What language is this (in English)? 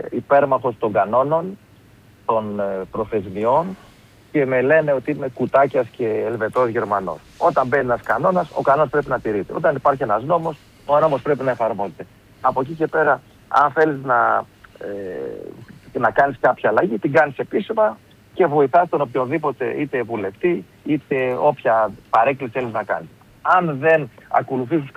Greek